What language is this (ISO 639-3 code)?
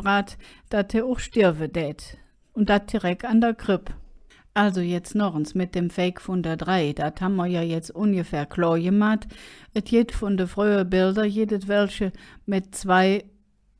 ksh